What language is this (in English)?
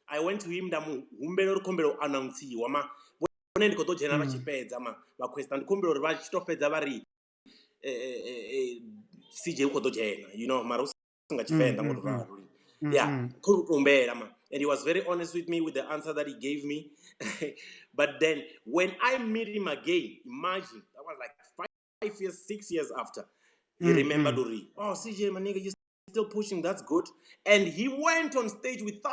Venda